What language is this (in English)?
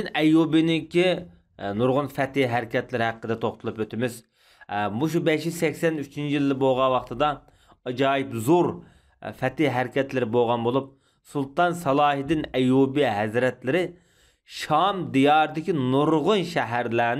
Uyghur